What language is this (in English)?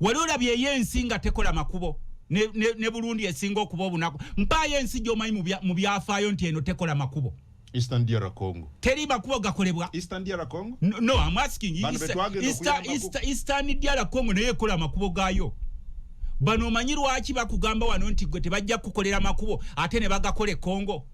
Ganda